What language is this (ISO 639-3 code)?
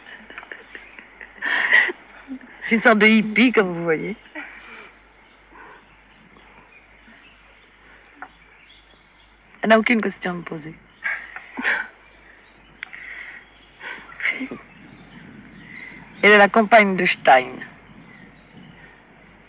fra